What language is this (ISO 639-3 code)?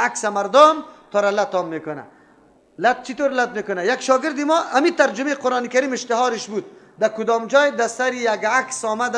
fas